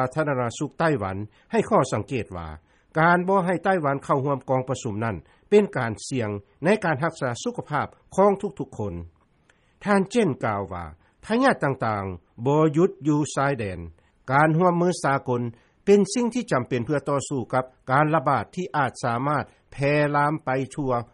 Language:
Lao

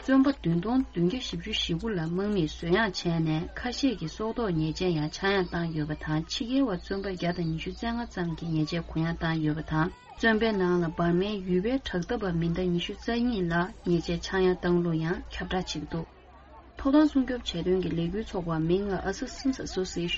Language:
Tibetan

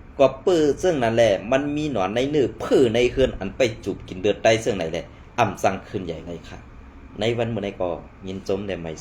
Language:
Shan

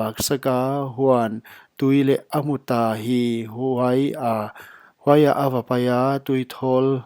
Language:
Paite Chin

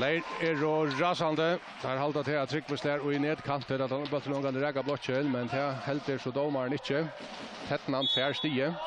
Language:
Faroese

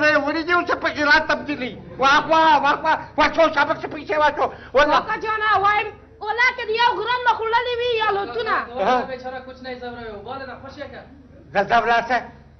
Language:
Pashto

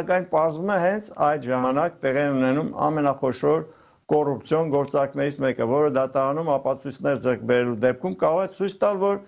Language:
Armenian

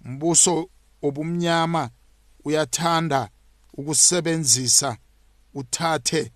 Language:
South Ndebele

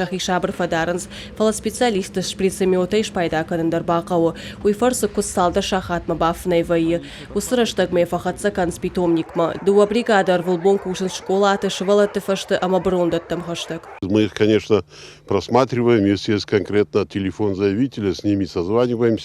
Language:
Ossetic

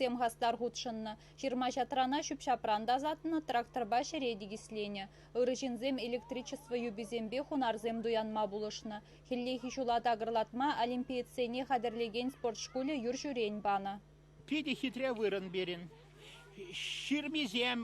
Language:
Chuvash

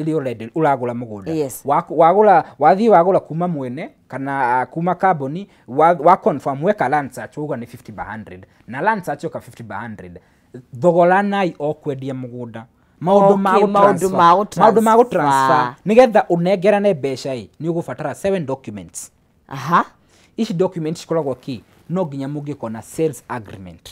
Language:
Kikuyu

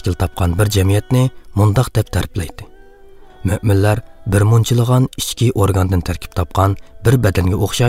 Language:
Uyghur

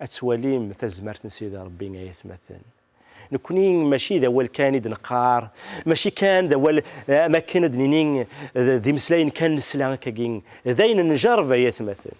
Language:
Kabyle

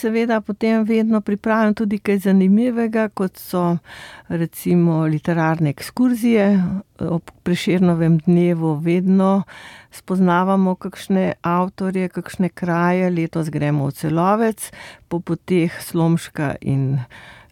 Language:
Slovenian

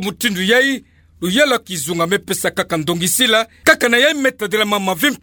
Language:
Kituba (Democratic Republic of Congo)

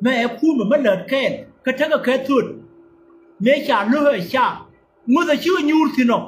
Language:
Nuer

